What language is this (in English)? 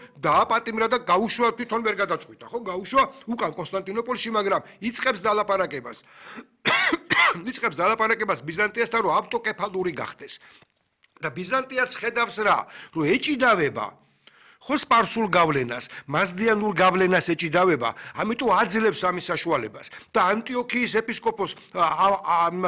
Georgian